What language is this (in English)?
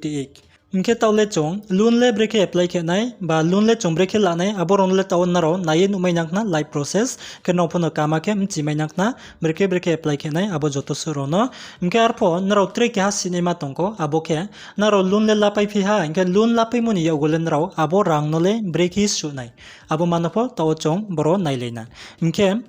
Riang (India)